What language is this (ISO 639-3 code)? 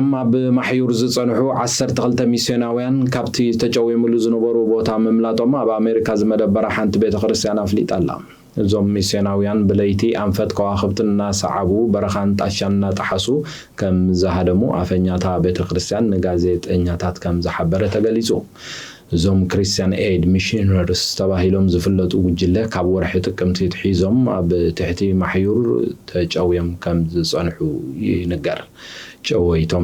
tir